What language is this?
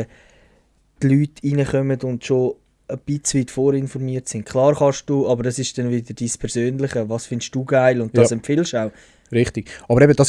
Swiss German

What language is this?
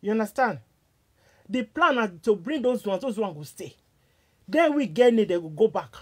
Nigerian Pidgin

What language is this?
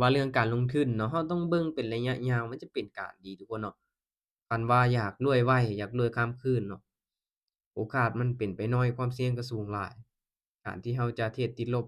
Lao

